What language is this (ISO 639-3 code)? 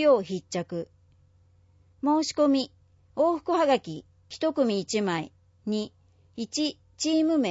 jpn